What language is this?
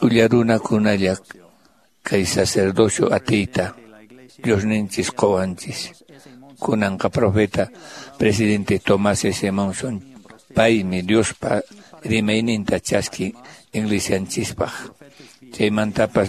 Quechua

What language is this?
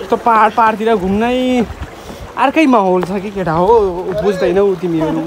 Nepali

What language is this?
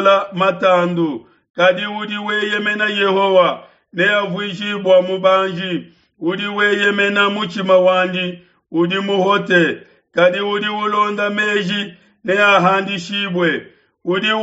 Luba-Lulua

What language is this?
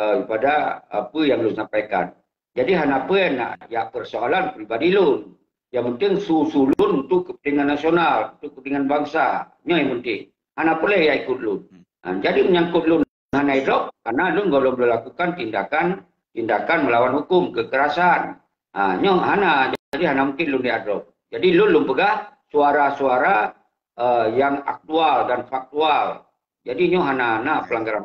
Achinese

